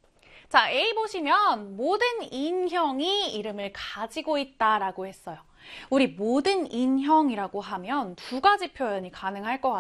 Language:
Korean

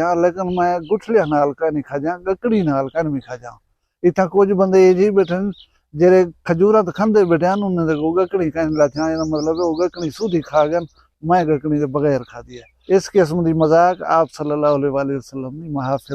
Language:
Saraiki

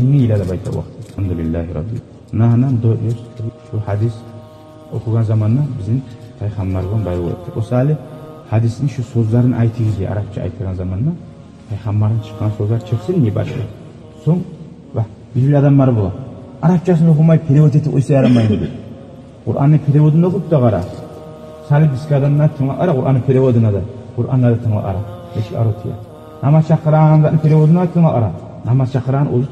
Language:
Kumyk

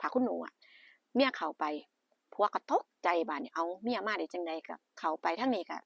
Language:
Northeastern Thai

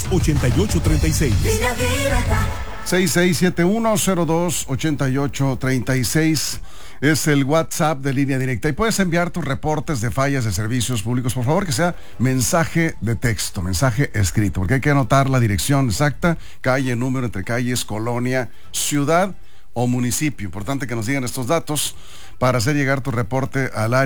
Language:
Spanish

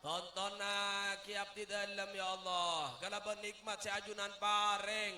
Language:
Madurese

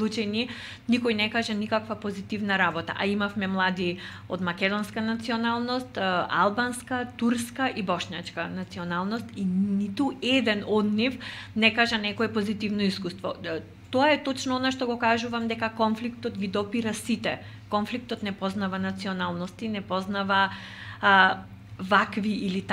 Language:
Macedonian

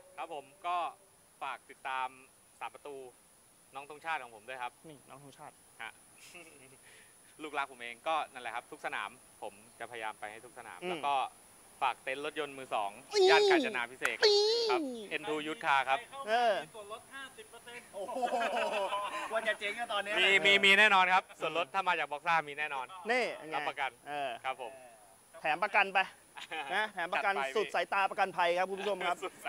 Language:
Thai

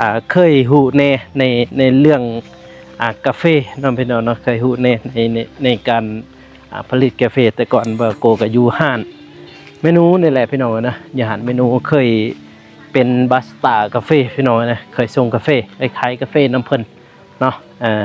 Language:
Lao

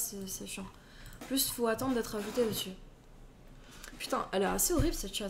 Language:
French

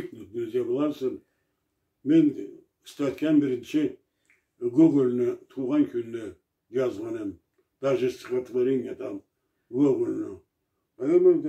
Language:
Karachay-Balkar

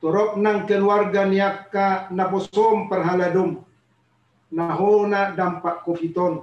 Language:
Batak Toba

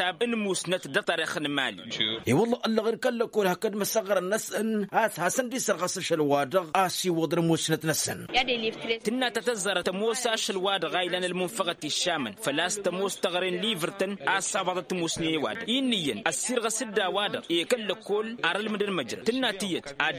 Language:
Tamasheq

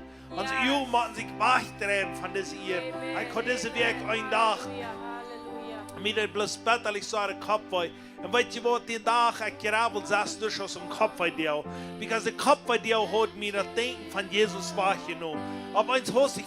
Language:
Plautdietsch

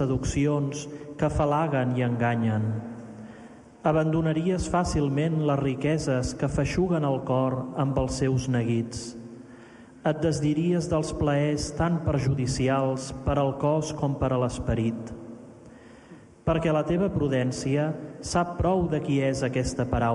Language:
Catalan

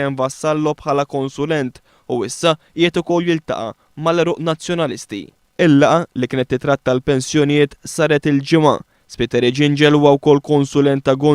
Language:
Maltese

